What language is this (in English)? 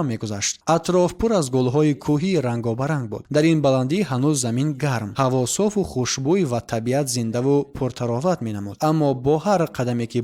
Tajik